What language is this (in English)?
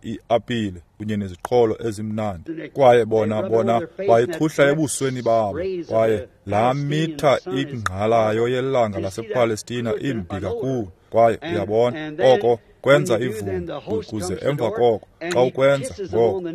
Xhosa